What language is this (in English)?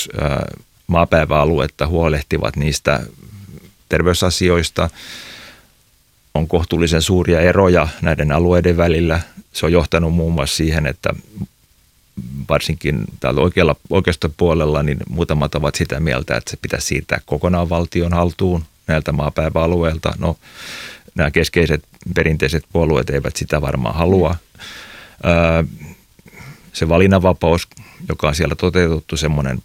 Finnish